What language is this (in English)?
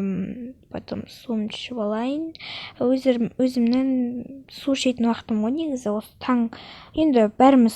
Kazakh